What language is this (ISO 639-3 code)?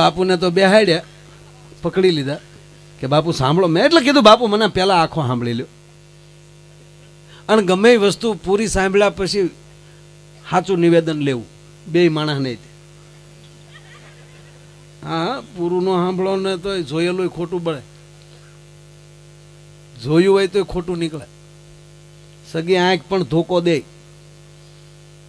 guj